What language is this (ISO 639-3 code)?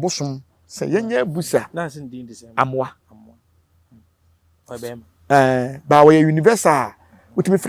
aka